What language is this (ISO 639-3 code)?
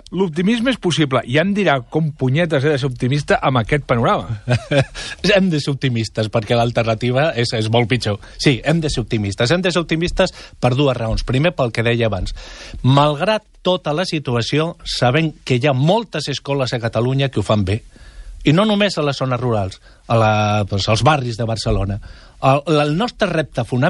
cat